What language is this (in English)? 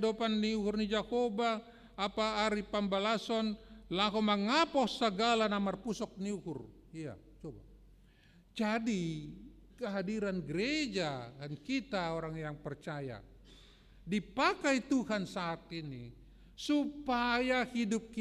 Batak Simalungun